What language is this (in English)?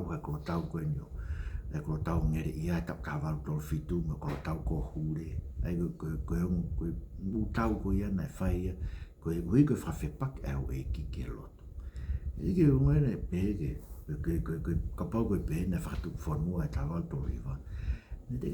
Tongan